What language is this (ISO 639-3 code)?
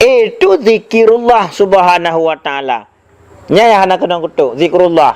ace